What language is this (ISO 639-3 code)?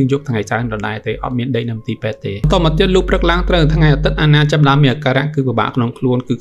khm